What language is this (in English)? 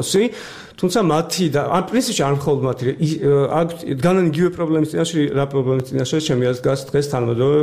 Georgian